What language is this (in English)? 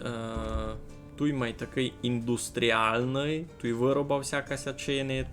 Rusyn